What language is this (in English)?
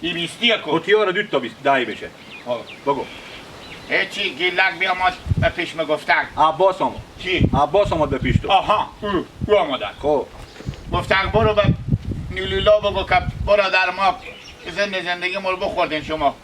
Hazaragi